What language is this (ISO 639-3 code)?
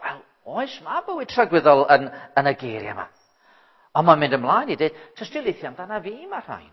cym